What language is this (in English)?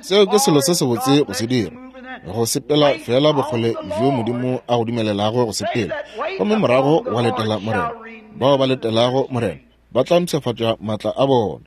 Northern Sotho